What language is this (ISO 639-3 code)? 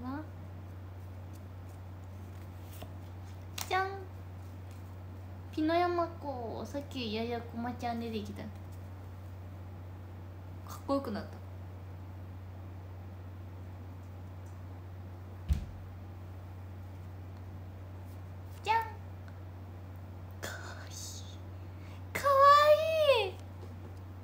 jpn